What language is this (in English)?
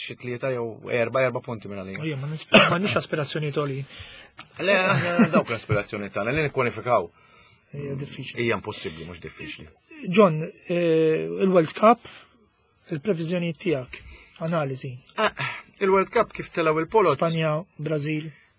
Maltese